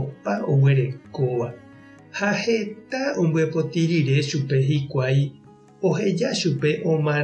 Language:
Guarani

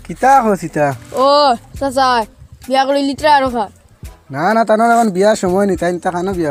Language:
Sylheti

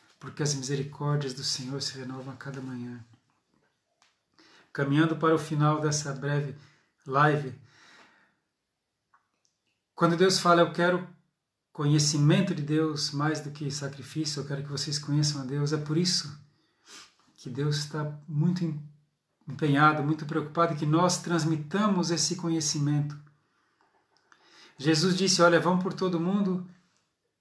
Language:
Portuguese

